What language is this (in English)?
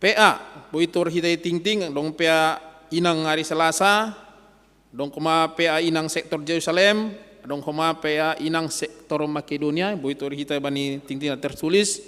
Batak Simalungun